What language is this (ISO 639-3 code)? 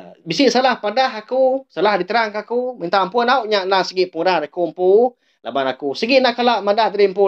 iba